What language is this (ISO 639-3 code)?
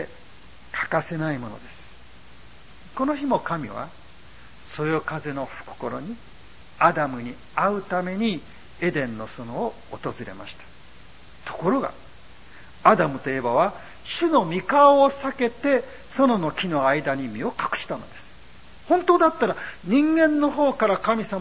jpn